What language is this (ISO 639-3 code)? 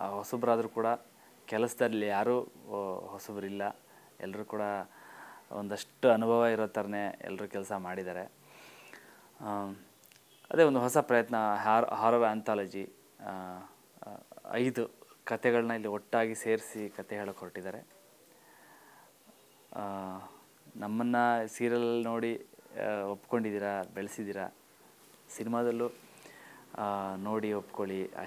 kan